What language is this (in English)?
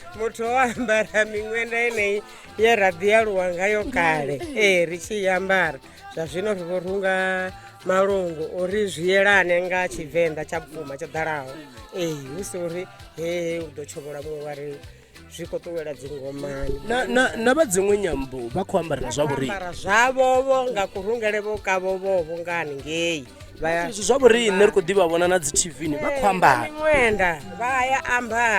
Venda